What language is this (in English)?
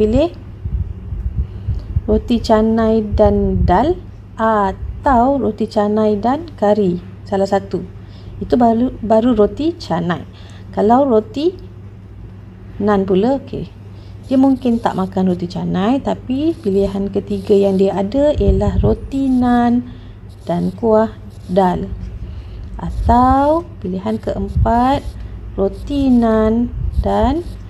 Malay